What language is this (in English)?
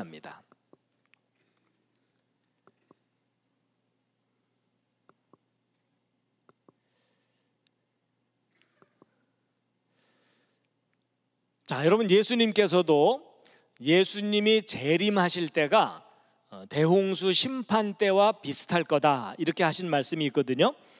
Korean